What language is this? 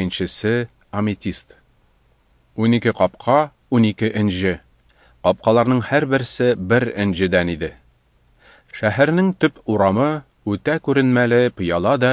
Tatar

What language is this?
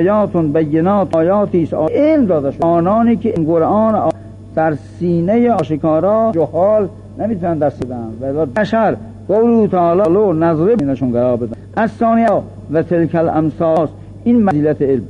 Persian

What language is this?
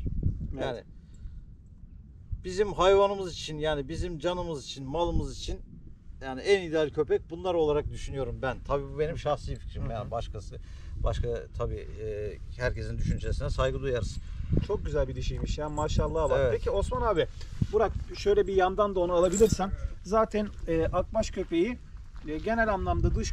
Turkish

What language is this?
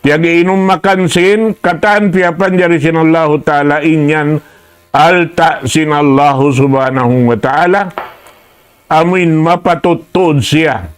Tausug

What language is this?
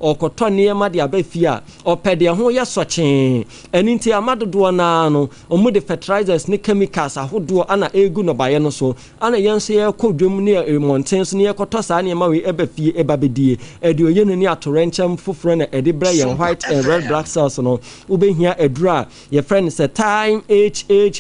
Akan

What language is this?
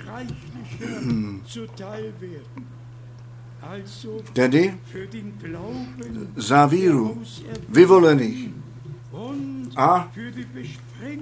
Czech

